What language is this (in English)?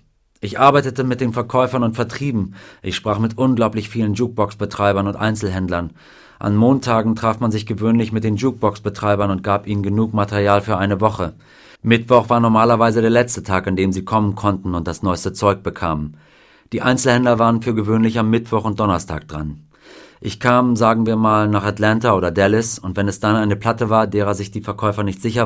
German